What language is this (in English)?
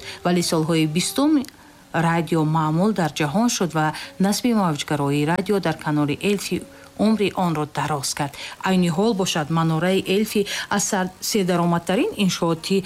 Tajik